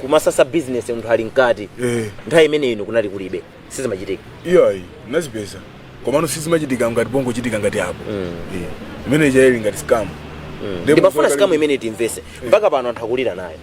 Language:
Nyanja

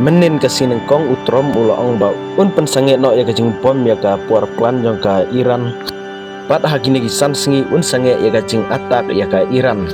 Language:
Khasi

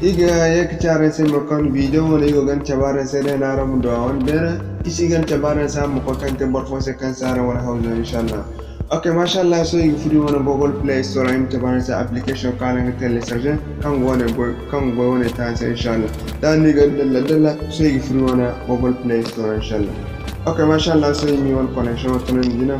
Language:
Zarma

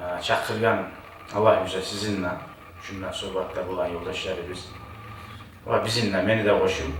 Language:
Kumyk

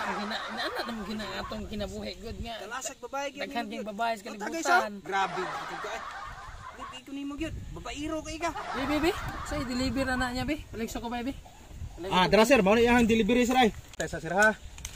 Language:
Cebuano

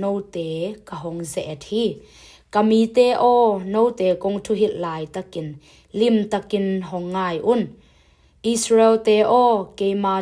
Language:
Tedim Chin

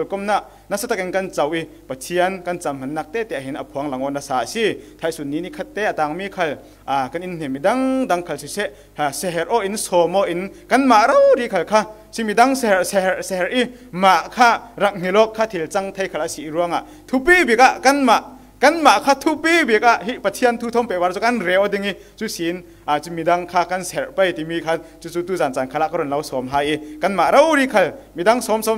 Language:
Falam Chin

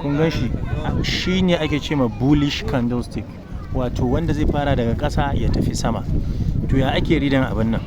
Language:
Hausa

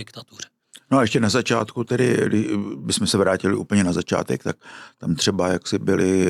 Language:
Czech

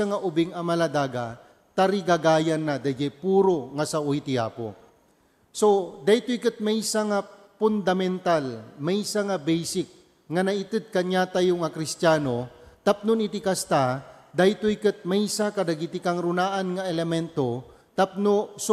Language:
Iloko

